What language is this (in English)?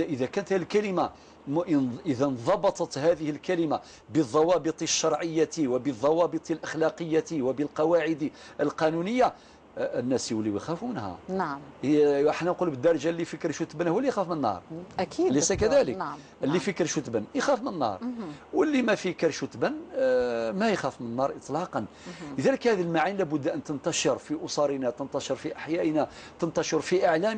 Algerian Arabic